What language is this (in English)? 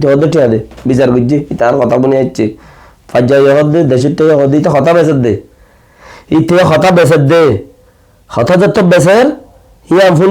Rohingya